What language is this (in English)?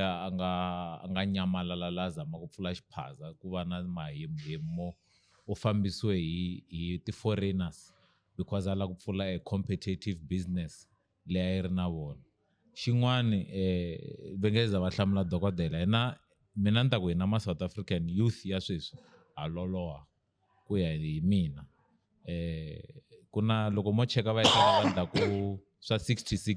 Tsonga